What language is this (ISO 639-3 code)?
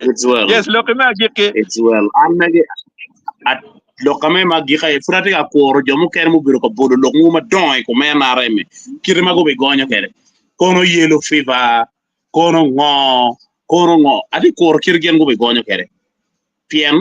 ach